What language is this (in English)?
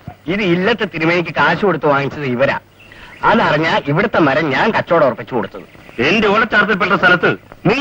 Malayalam